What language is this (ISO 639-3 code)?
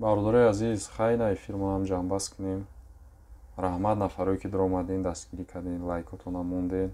tgk